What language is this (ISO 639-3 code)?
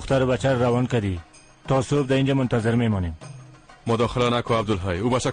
fas